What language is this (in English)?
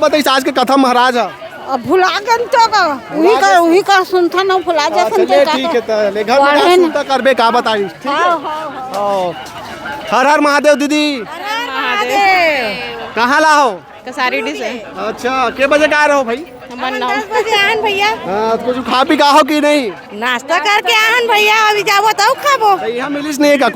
Chhattisgarhi